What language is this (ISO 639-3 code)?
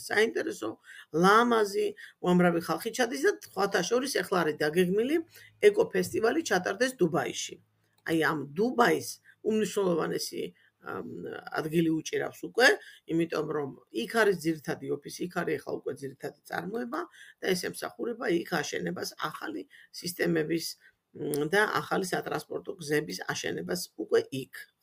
kat